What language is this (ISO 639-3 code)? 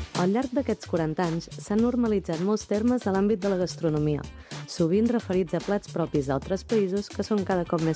cat